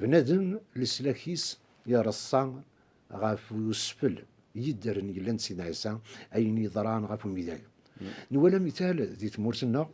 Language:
Kabyle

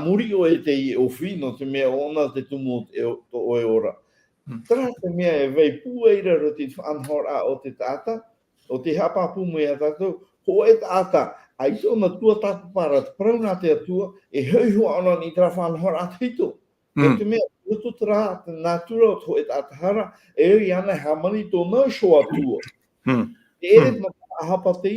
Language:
Tahitian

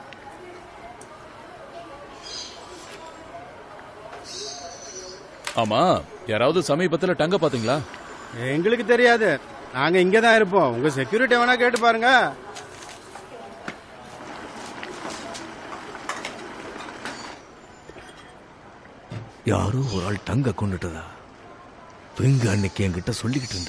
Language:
Tamil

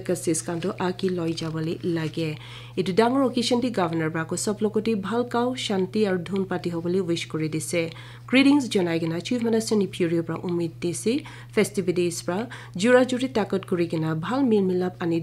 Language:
Naga Pidgin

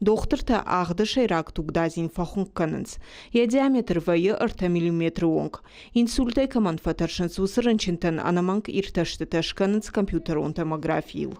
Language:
Ossetic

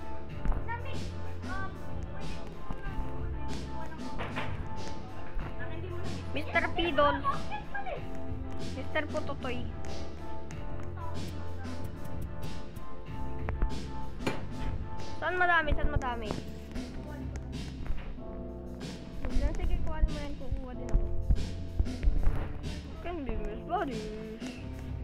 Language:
Filipino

